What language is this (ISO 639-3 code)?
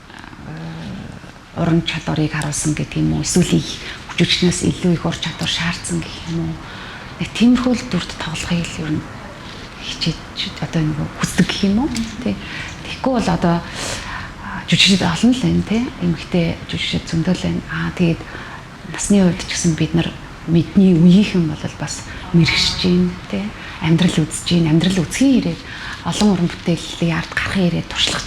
mon